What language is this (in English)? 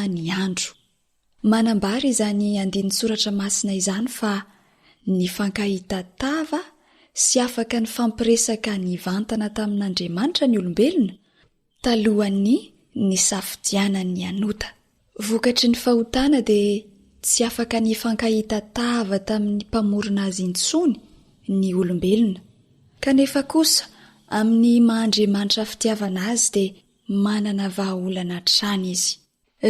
Malagasy